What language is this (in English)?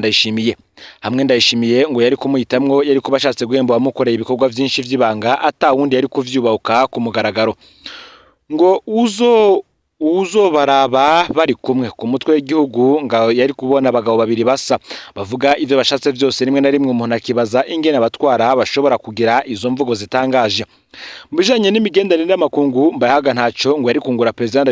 Rundi